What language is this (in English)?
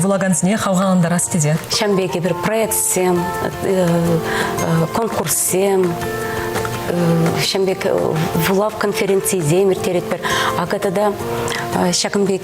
Chuvash